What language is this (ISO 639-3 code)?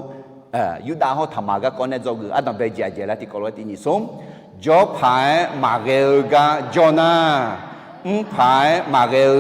ahk